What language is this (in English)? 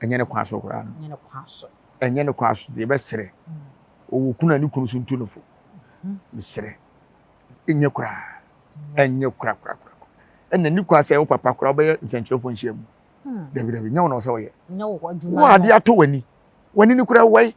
Akan